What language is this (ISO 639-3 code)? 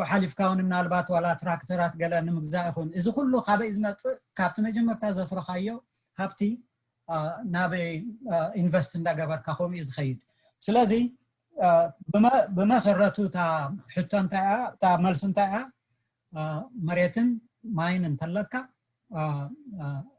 tir